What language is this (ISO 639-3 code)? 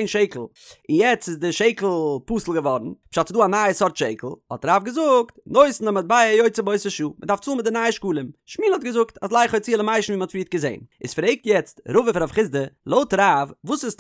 yid